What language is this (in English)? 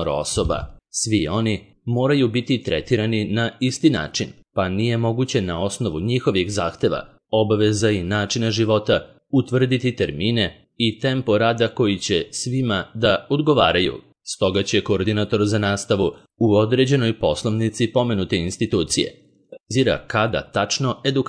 Serbian